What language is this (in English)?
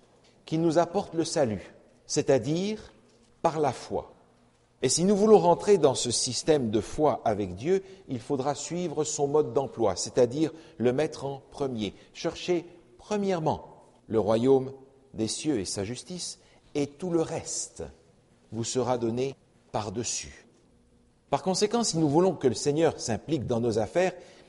French